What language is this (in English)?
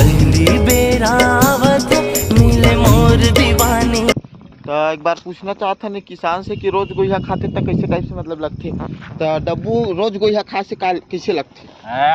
Chhattisgarhi